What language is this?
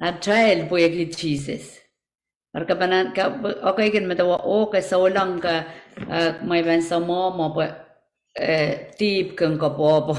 Pohnpeian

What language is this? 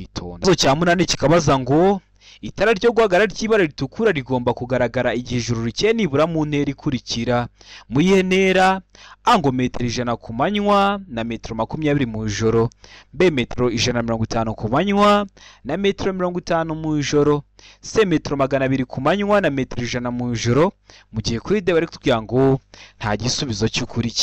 Kinyarwanda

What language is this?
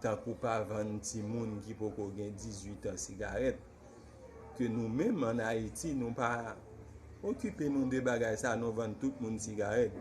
Haitian Creole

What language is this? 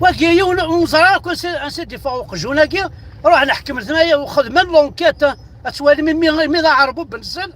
Kabyle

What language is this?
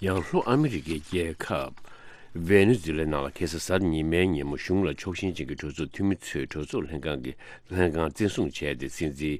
Tibetan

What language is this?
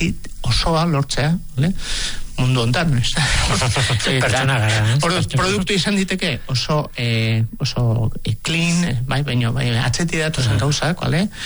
Basque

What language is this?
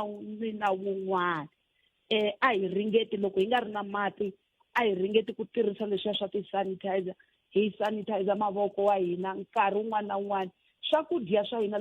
Tsonga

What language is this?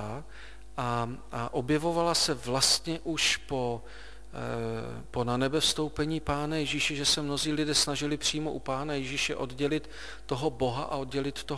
Czech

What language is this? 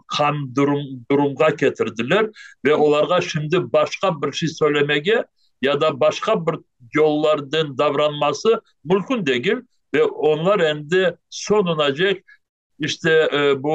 Crimean Tatar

